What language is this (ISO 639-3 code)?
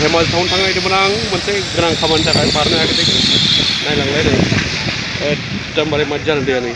brx